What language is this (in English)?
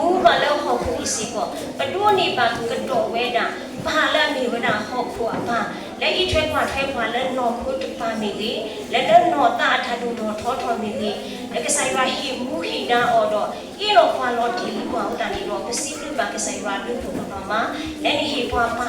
S'gaw Karen